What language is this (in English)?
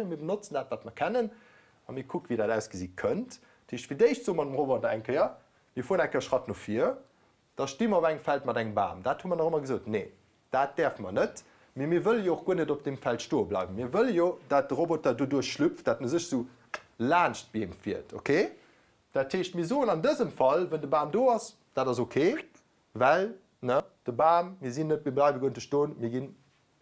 Luxembourgish